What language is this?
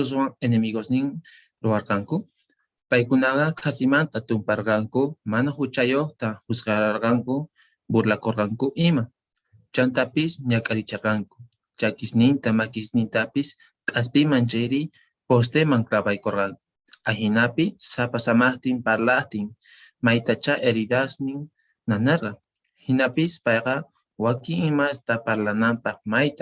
Quechua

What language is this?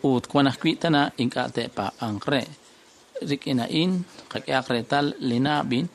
Kekchí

